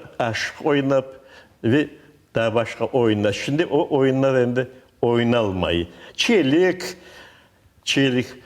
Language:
Crimean Tatar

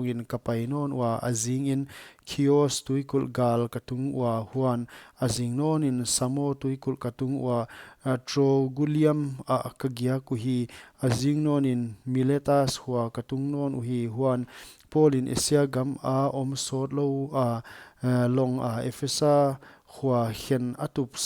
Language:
Paite Chin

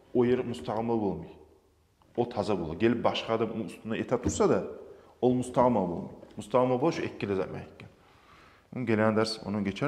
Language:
Kumyk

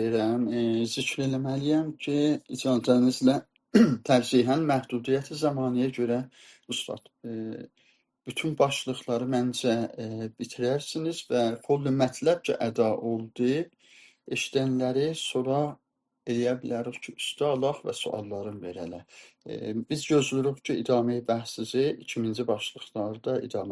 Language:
South Azerbaijani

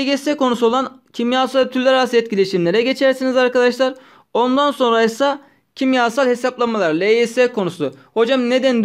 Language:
Turkish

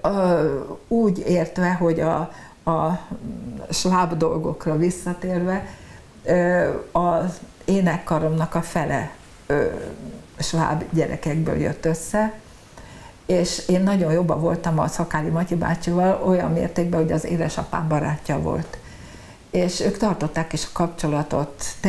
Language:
Hungarian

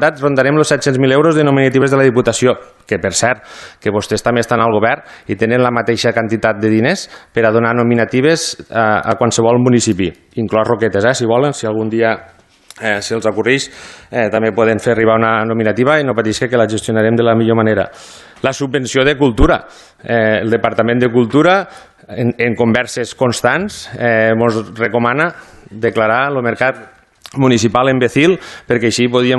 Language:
Catalan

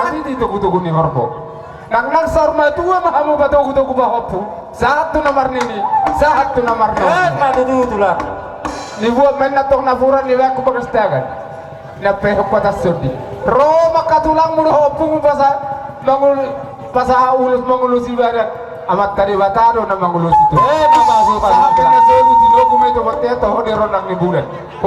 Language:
Batak Toba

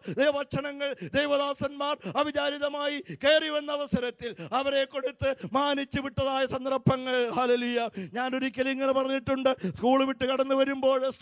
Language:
Malayalam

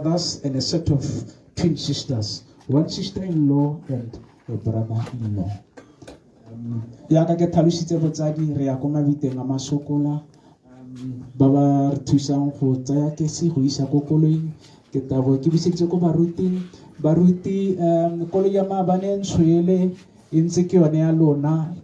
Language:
Tswana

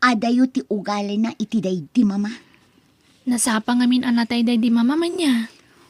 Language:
Iloko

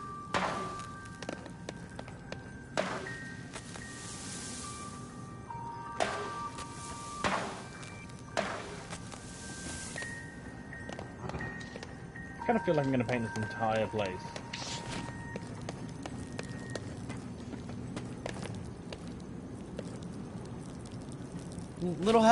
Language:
English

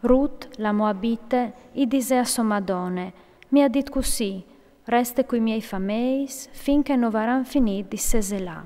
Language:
Friulian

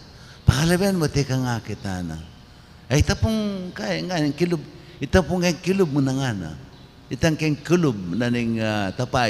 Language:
Pampanga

